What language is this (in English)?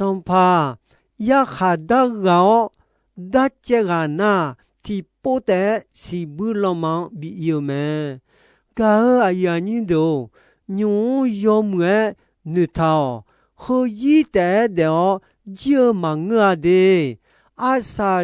Akha